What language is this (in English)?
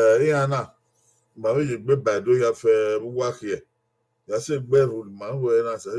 Bini